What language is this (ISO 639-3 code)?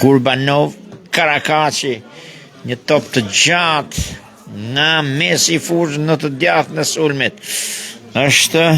sqi